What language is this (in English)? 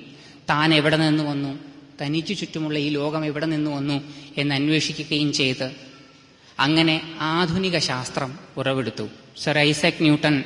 Malayalam